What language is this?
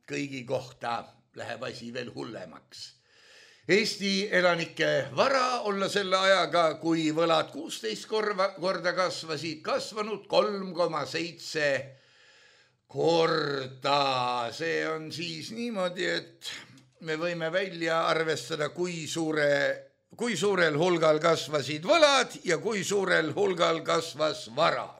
Estonian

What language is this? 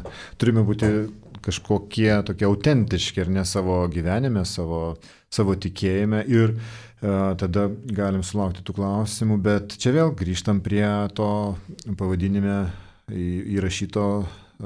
Lithuanian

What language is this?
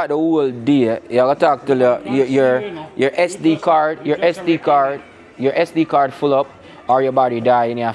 Jamaican Creole English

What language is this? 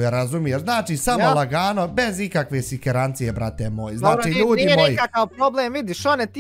Bosnian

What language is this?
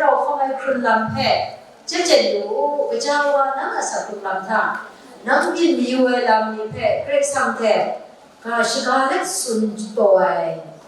Kachin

